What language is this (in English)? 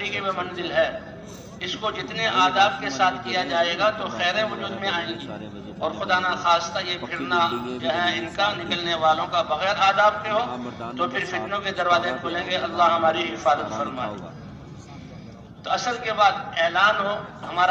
Urdu